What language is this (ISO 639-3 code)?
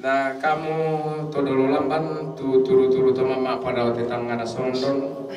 sda